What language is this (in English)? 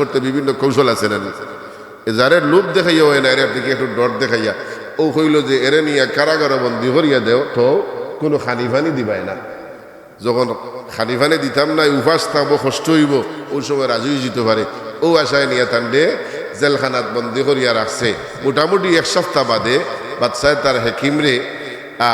Sylheti